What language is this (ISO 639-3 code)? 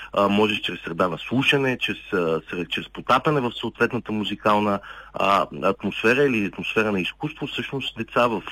bul